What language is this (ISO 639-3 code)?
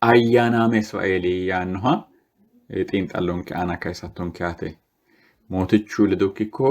sid